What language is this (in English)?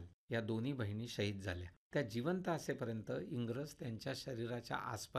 Marathi